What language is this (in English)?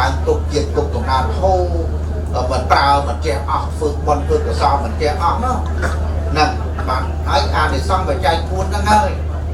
Khmer